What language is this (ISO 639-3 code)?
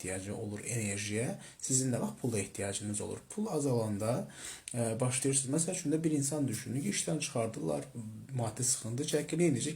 aze